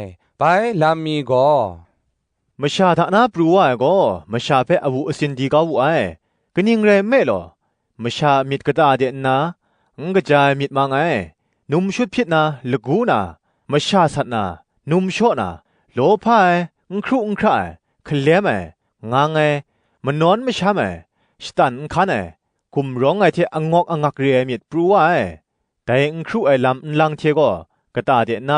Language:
Kachin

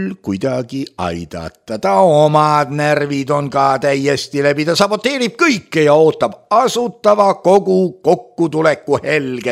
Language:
Estonian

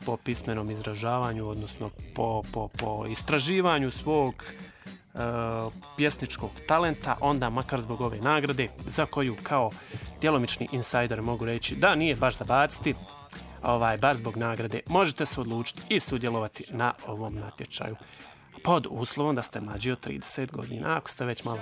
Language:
Bosnian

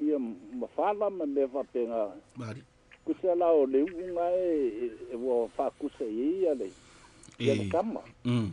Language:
Samoan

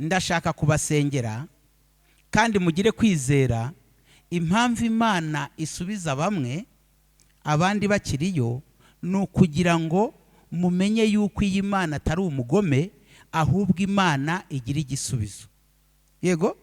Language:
Kinyarwanda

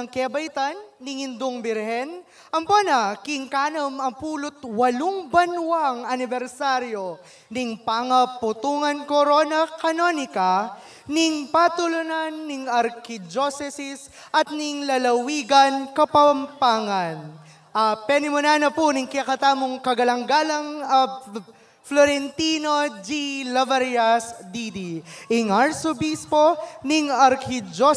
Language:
Pampanga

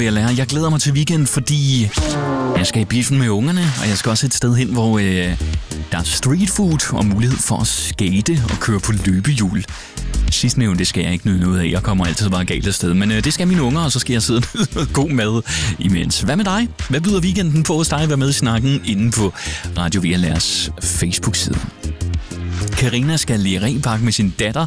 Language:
Danish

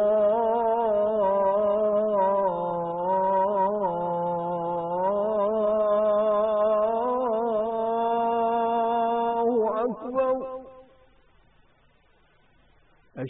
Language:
Urdu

